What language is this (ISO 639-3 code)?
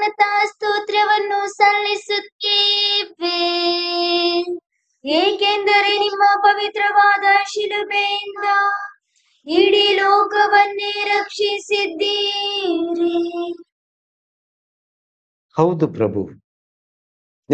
kan